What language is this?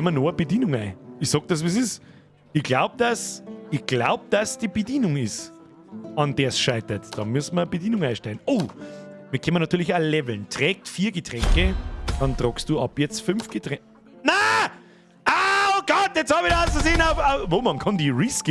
Bavarian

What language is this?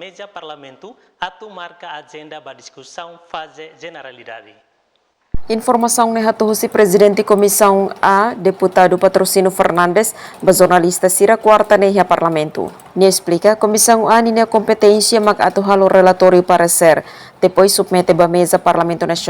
Tetum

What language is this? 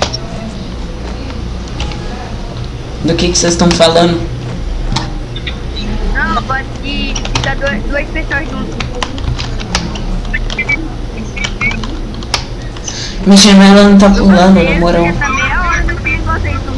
Portuguese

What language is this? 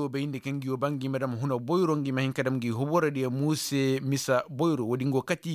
Koyraboro Senni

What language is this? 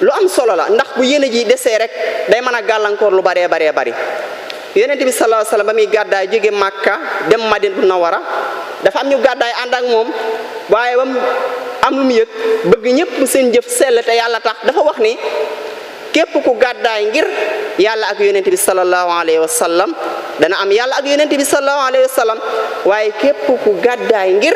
Wolof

